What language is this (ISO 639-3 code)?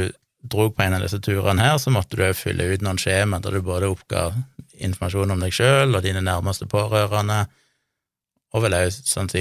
nor